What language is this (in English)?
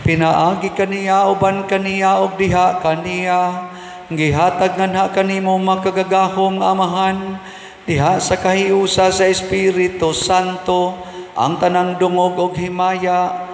Cebuano